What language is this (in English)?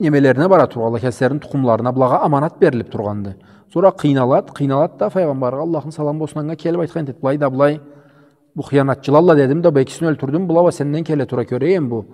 Karachay-Balkar